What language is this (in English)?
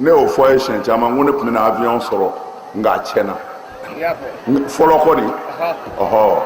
Bambara